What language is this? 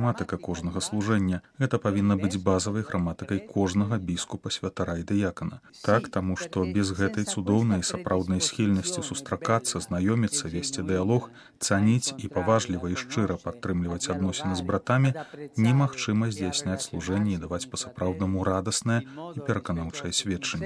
Belarusian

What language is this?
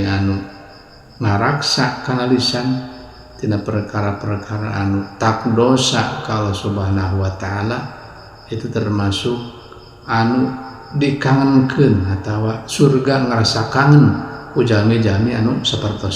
Sundanese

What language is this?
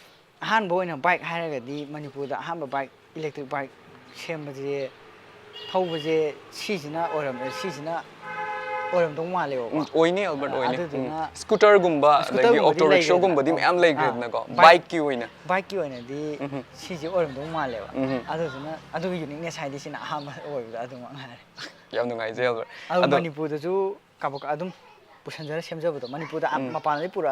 Manipuri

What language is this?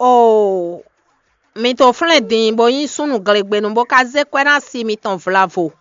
Fon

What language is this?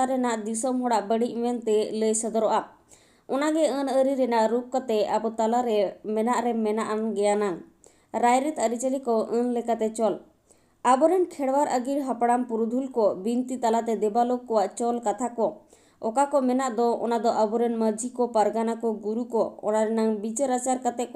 Santali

